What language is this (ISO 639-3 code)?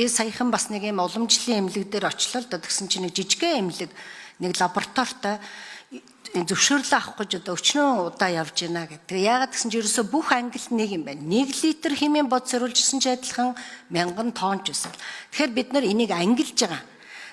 mon